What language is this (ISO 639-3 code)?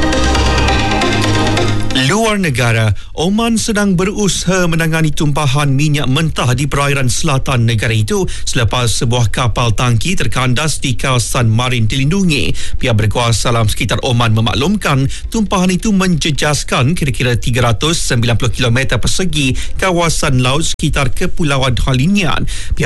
msa